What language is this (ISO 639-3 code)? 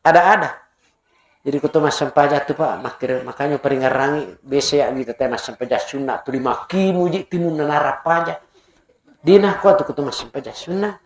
bug